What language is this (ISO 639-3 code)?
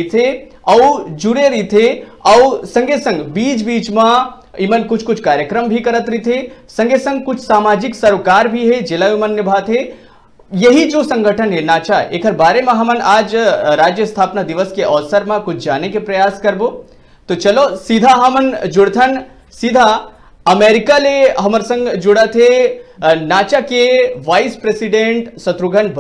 hne